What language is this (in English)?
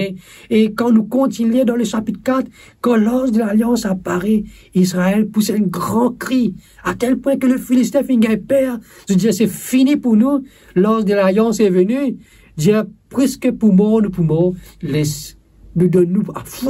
Morisyen